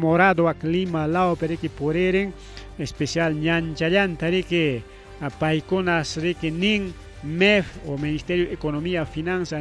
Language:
Ayacucho Quechua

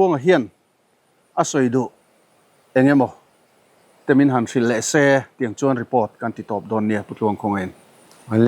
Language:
Mizo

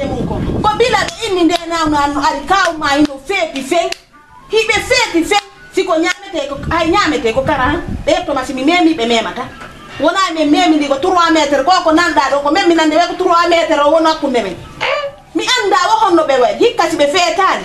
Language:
Fula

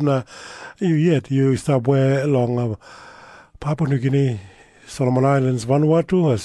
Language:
Tok Pisin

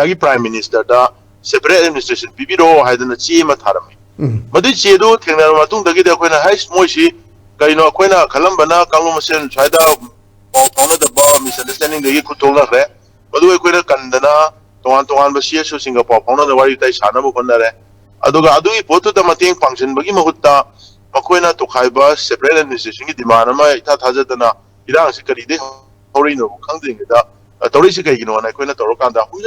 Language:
Manipuri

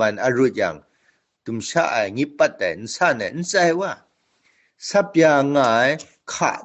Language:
Kachin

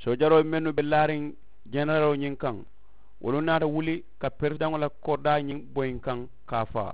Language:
Mandingo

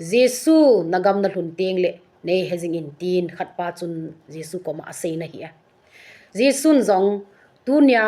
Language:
Thado Chin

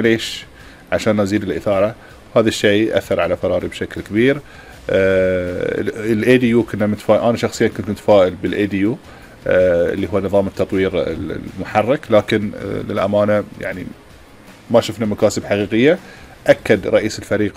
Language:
Gulf Arabic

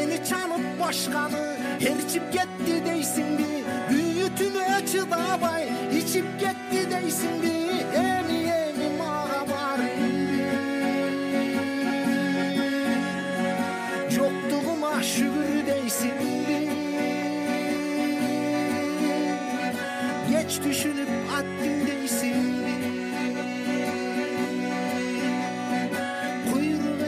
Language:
Kyrgyz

